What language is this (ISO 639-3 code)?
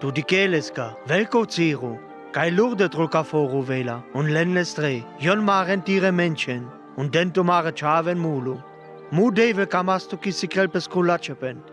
rmo